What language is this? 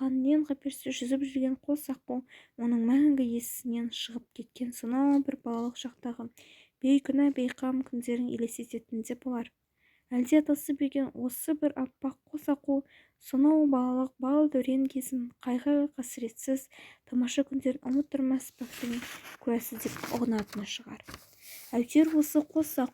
Kazakh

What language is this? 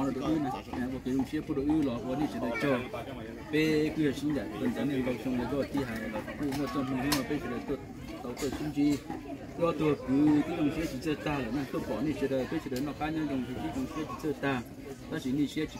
Hmong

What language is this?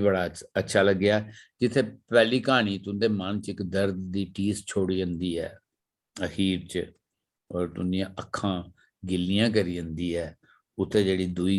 Dogri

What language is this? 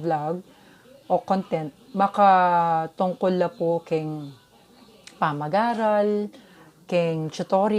Pampanga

